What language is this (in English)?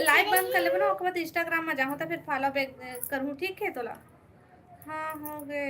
Chhattisgarhi